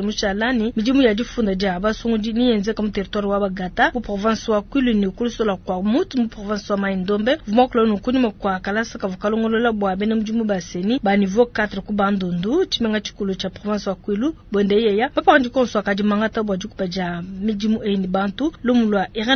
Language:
Luba-Lulua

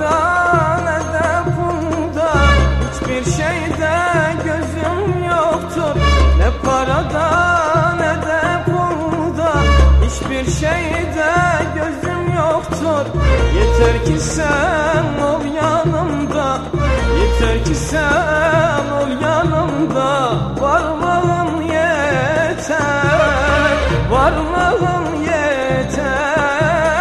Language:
Turkish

